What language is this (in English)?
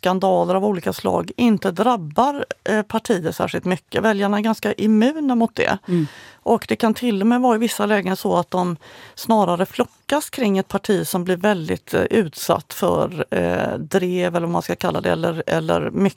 Swedish